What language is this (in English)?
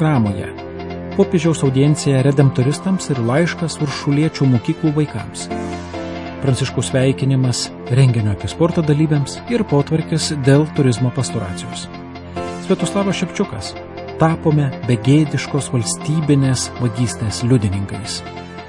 Lithuanian